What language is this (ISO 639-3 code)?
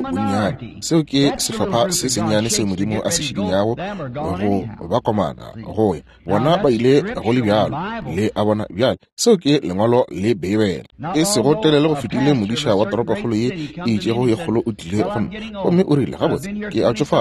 nso